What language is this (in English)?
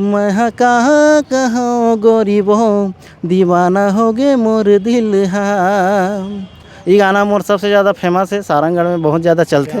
Chhattisgarhi